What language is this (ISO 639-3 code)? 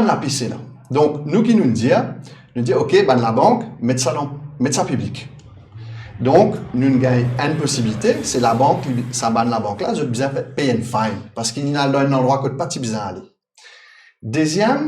mfe